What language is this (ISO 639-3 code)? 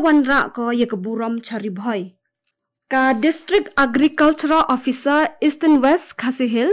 grt